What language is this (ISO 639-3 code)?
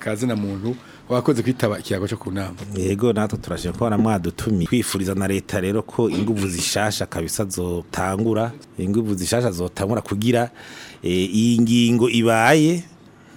run